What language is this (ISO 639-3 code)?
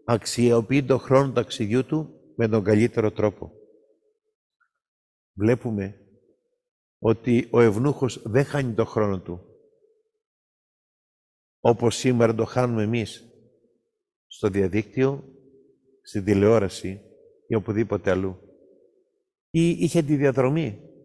ell